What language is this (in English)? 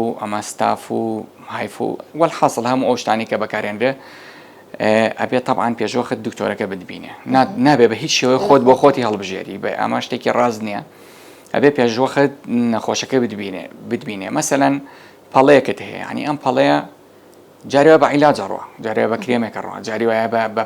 Central Kurdish